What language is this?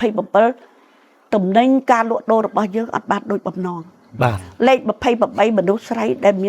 Khmer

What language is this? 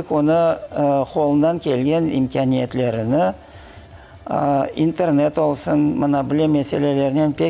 Crimean Tatar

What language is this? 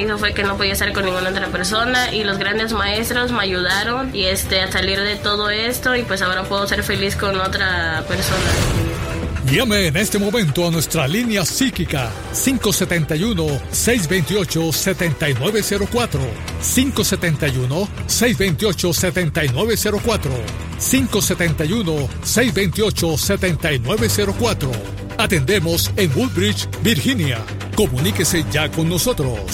Spanish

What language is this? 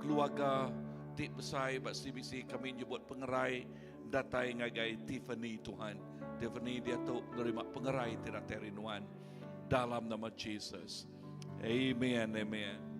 Iban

